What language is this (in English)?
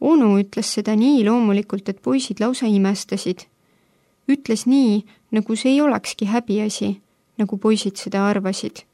Estonian